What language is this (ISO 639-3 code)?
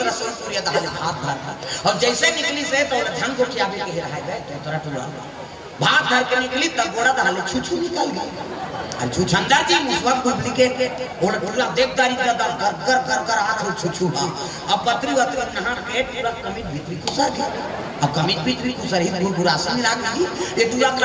hne